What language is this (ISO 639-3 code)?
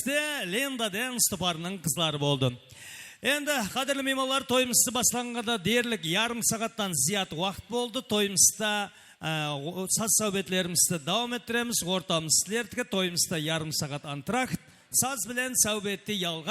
kaa